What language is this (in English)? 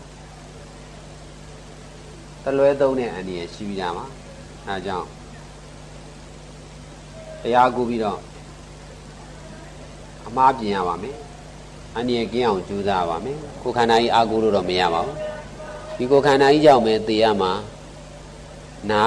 Burmese